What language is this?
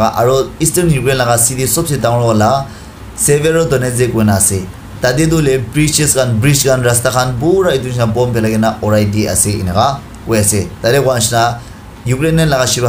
Naga Pidgin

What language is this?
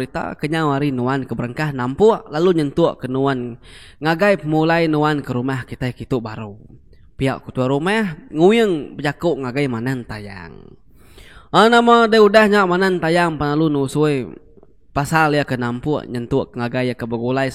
Iban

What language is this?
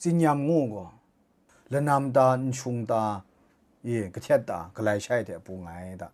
Kachin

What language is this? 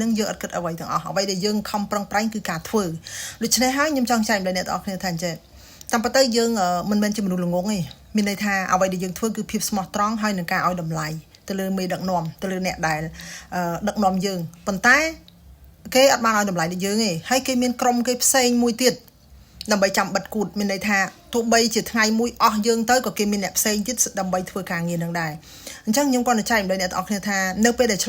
Khmer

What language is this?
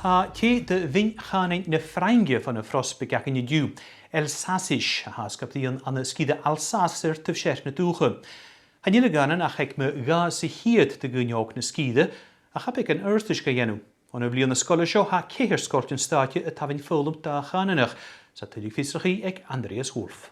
Scottish Gaelic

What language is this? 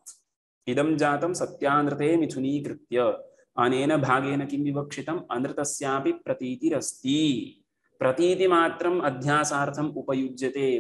Sanskrit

